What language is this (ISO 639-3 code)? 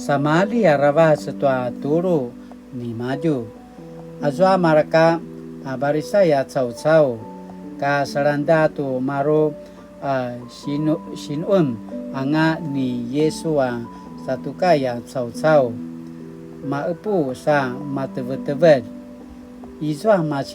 pwn